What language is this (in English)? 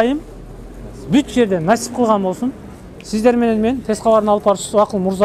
Kyrgyz